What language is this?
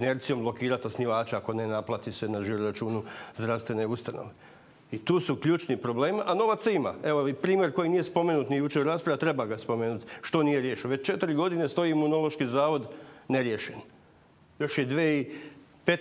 Croatian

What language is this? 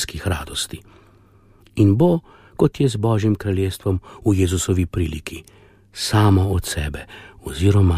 Slovenian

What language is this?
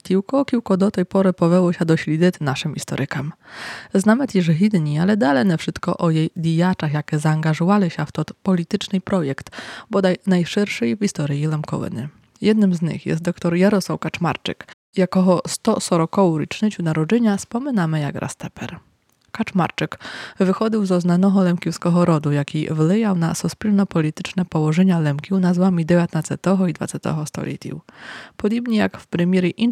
Rusyn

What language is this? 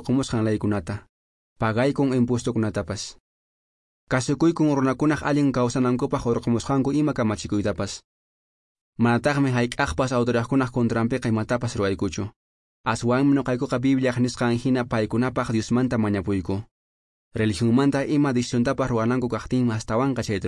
Quechua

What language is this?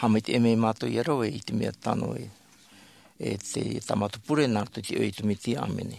Tahitian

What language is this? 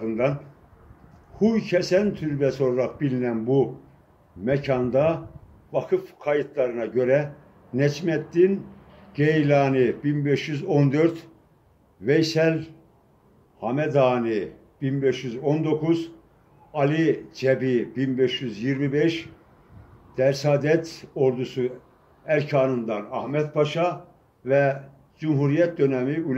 Turkish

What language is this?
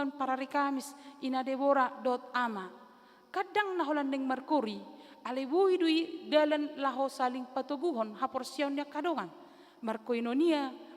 Batak Toba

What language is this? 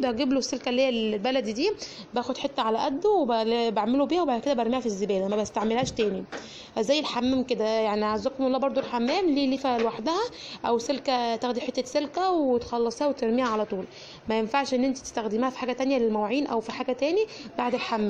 Egyptian Arabic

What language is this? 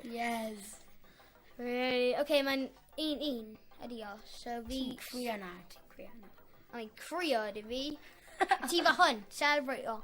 Welsh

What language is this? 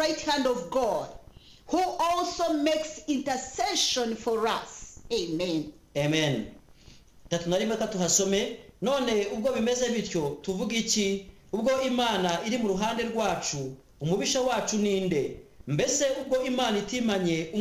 Kinyarwanda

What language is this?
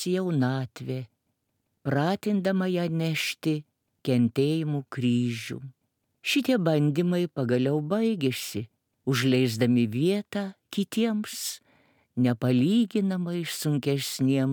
Lithuanian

